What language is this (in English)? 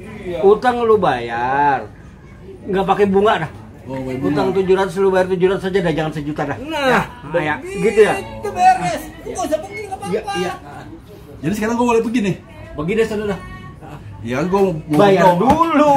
Betawi